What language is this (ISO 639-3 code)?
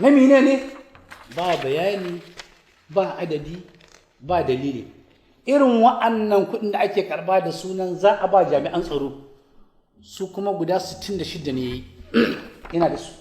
hau